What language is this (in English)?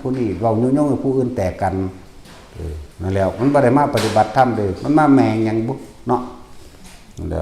Northeastern Thai